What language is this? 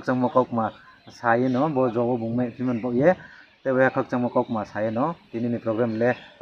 Riang (India)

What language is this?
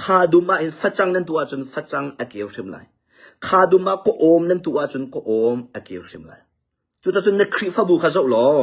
Hakha Chin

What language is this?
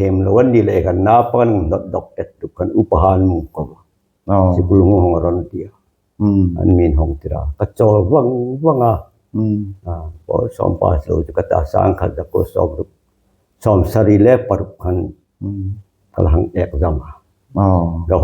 Hmar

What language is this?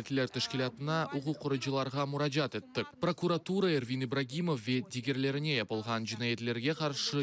Crimean Tatar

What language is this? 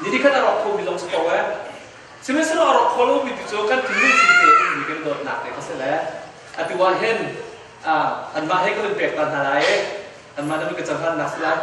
Hakha Chin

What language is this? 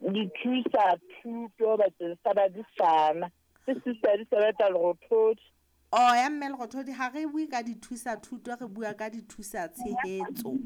Southern Sotho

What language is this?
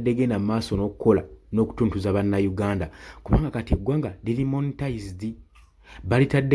Ganda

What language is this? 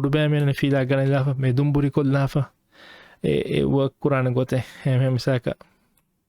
Divehi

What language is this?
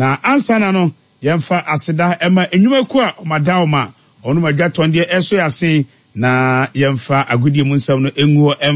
Akan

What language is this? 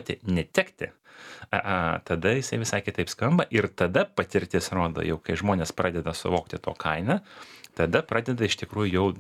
Lithuanian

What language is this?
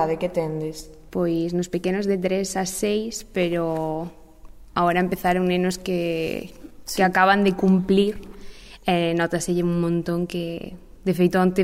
Galician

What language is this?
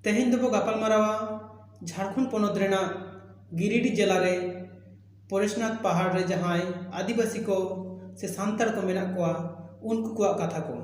Santali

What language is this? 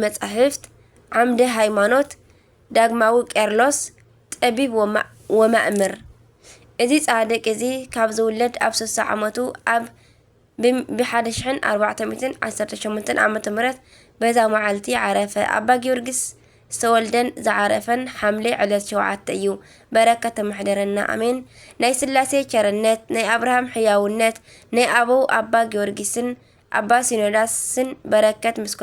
Tigrinya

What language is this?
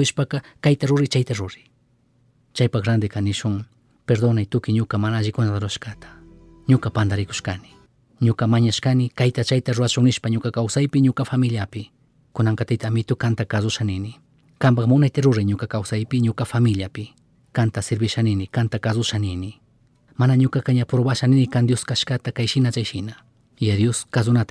Chimborazo Highland Quichua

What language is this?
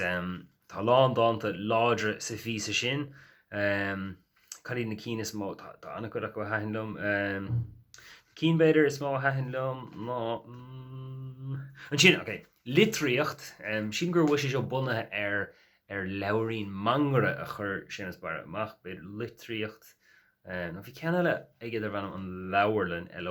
Irish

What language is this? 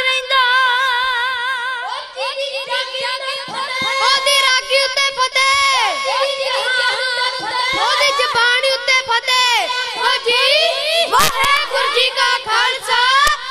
Punjabi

